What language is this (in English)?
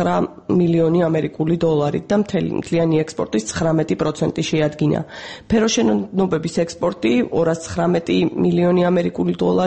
Georgian